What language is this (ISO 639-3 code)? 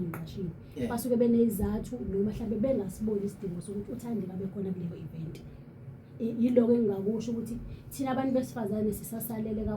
zul